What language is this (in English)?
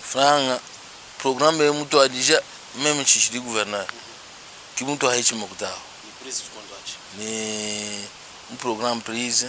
Luba-Lulua